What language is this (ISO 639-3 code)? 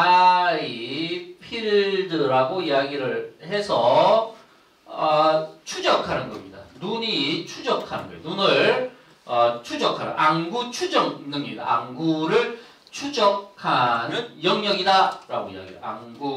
kor